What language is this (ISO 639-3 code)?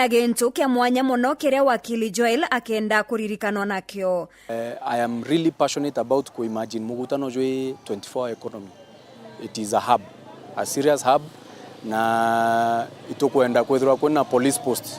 mer